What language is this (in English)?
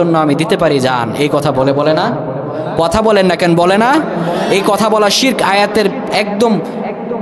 Bangla